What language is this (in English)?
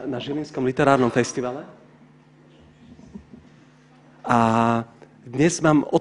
Slovak